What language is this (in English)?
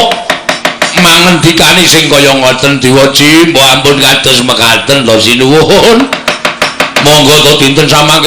Javanese